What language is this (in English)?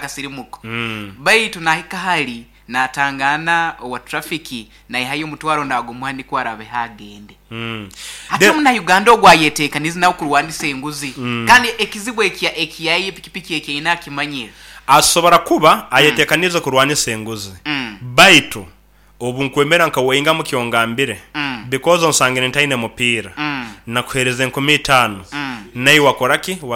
Nyoro